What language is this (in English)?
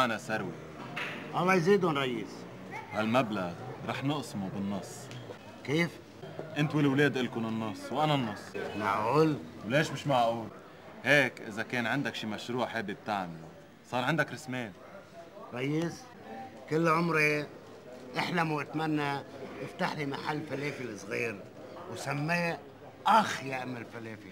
North Levantine Arabic